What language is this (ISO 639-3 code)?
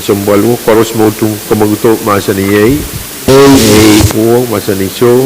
pon